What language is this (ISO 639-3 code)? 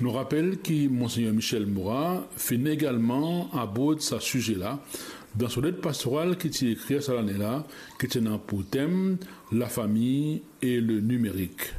mfe